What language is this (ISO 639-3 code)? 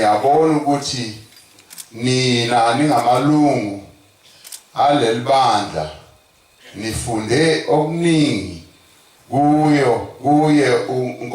zul